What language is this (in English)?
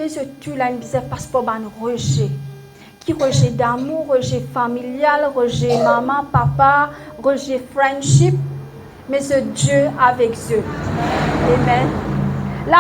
Morisyen